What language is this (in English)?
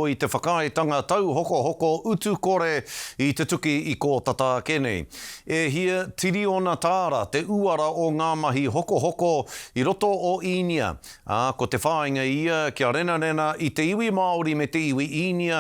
Māori